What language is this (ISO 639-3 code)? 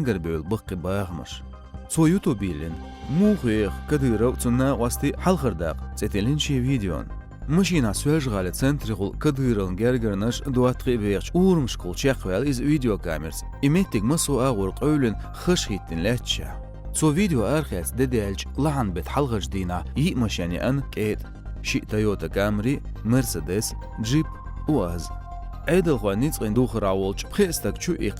che